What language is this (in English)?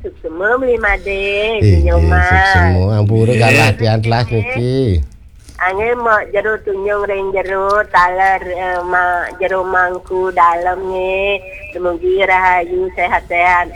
Balinese